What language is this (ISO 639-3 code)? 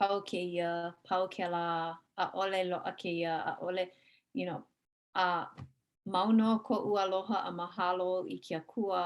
haw